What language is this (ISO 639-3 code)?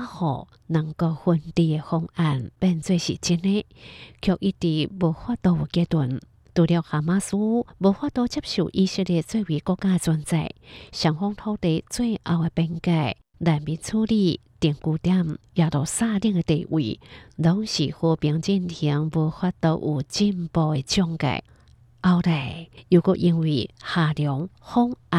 hak